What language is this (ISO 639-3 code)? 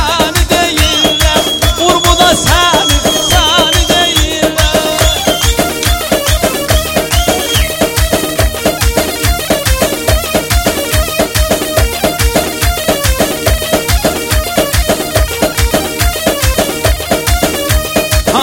tur